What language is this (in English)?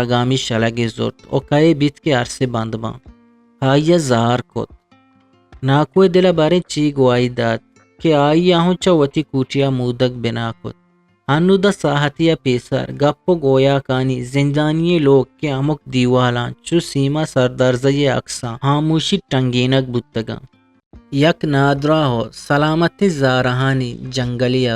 Eastern Balochi